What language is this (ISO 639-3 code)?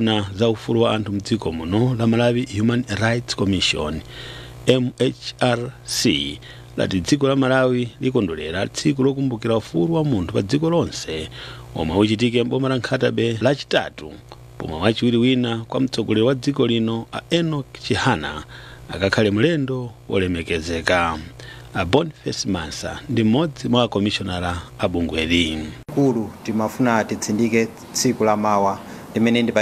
nya